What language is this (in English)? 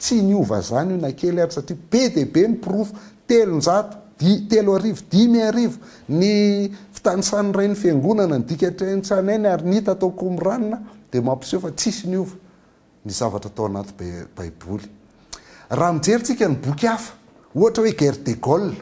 Malagasy